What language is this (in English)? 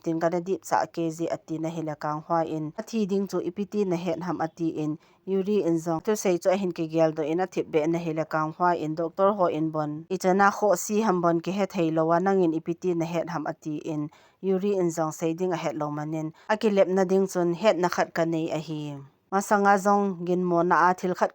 Thado Chin